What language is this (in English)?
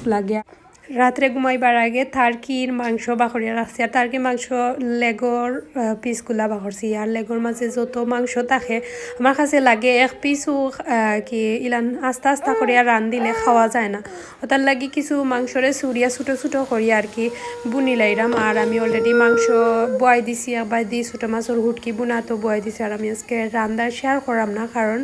Sylheti